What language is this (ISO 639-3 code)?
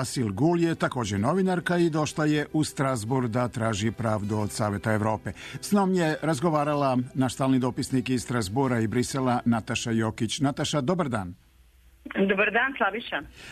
srp